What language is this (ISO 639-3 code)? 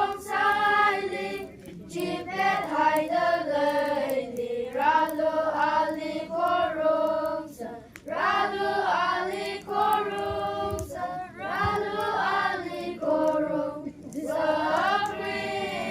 nmf